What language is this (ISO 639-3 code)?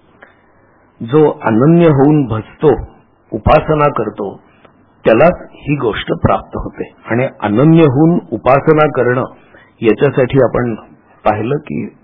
mar